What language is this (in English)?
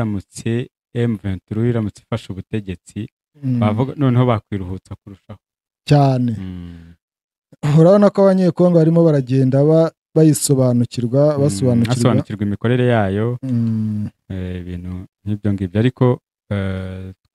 Kinyarwanda